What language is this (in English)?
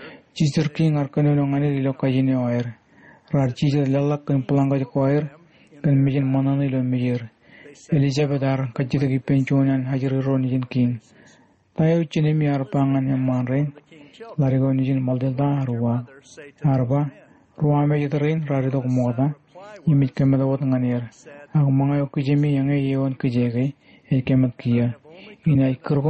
Marshallese